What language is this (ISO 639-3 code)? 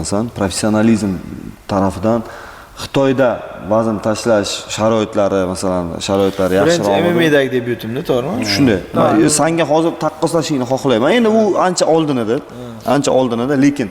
uzb